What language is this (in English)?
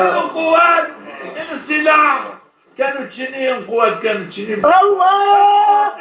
Zaza